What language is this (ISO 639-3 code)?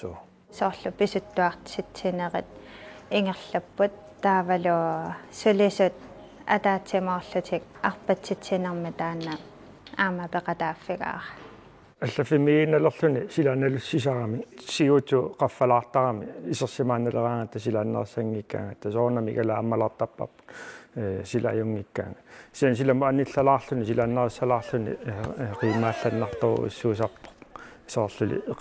kal